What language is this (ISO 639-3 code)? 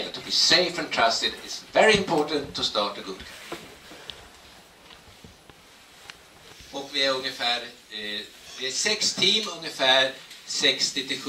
swe